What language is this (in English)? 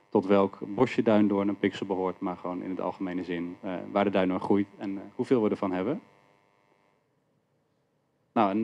Dutch